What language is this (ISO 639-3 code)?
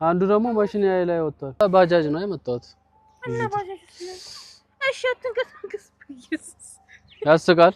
amh